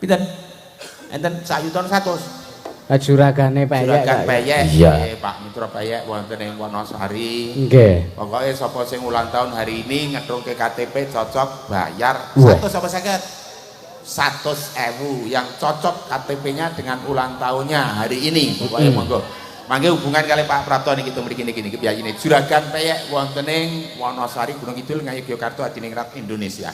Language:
Javanese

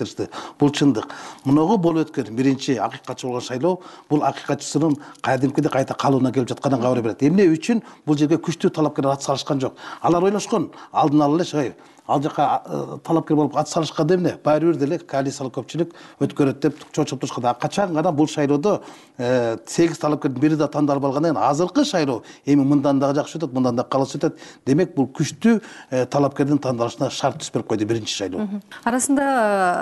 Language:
Kyrgyz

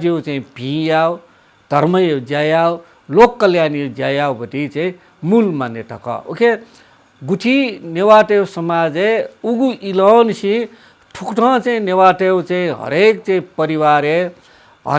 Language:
Newari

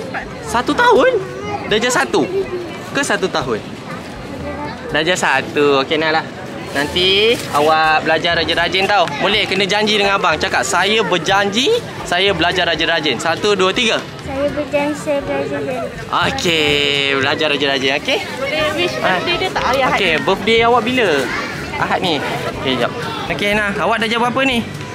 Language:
Malay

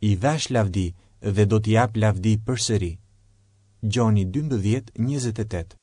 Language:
Albanian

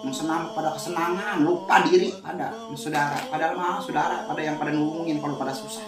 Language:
Betawi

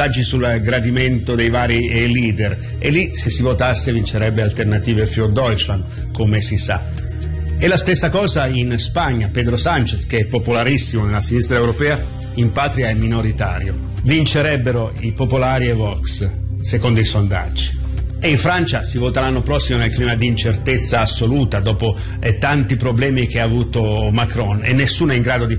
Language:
Italian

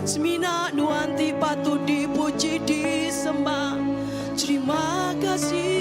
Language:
Iban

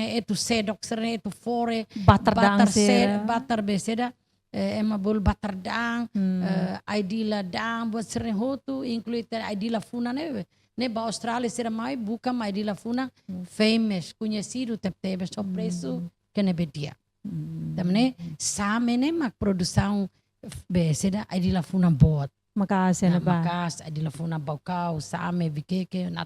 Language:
Tetum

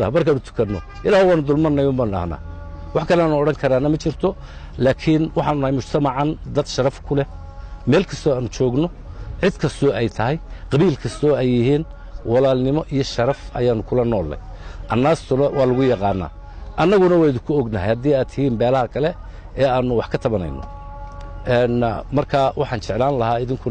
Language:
Somali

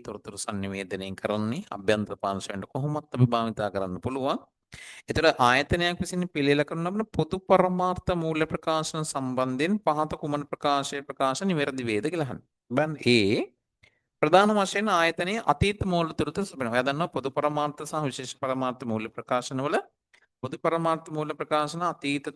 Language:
Sinhala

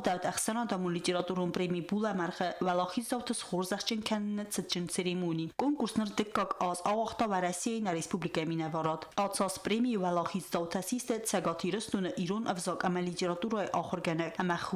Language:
Ossetic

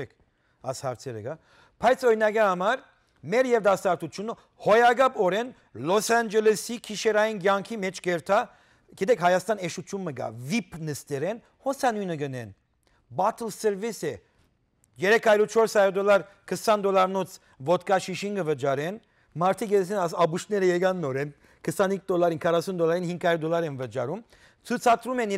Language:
Western Armenian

